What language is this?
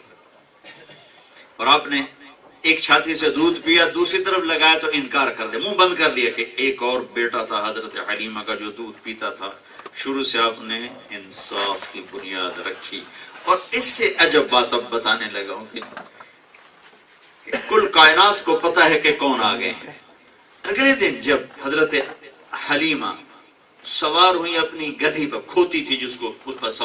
Urdu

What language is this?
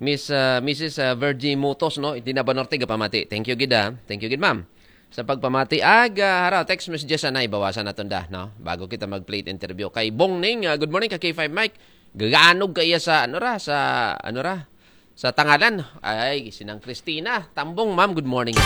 Aklanon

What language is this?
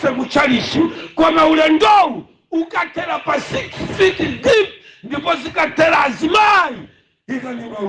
Nyanja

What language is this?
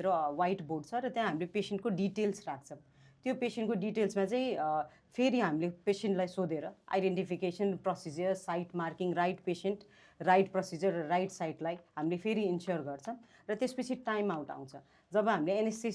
Nepali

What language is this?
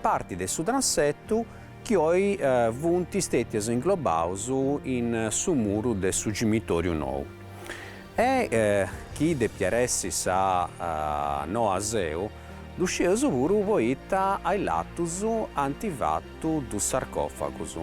Sardinian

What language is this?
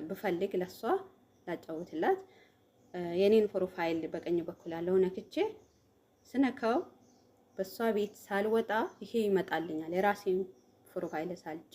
Amharic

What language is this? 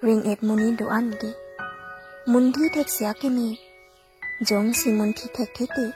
Karbi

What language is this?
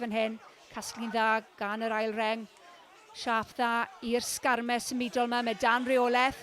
Welsh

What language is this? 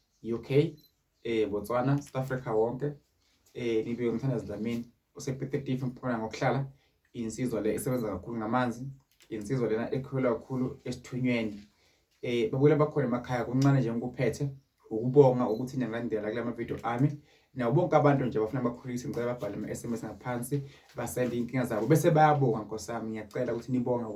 Zulu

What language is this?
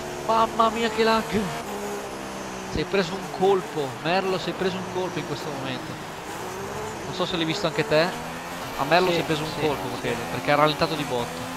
Italian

